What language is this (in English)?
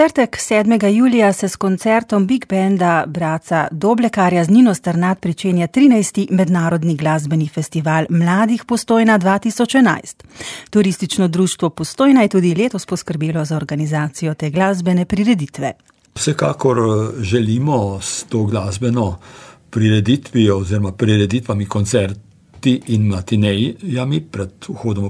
Slovenian